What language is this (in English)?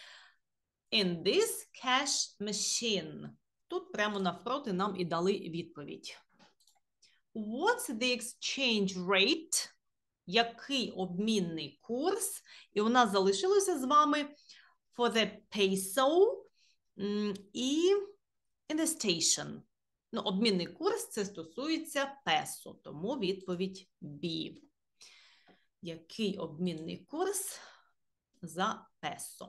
Ukrainian